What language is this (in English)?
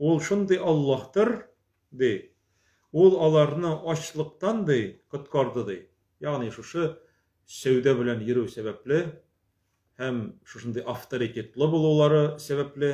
Tatar